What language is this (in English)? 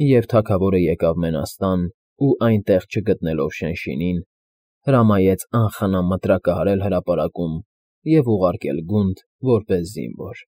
Armenian